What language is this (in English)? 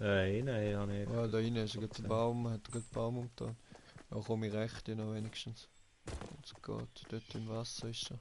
Swiss German